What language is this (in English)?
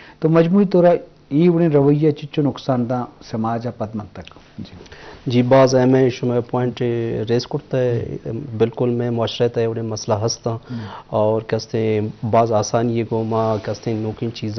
Eastern Balochi